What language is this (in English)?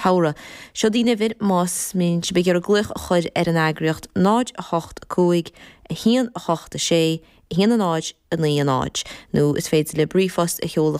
Irish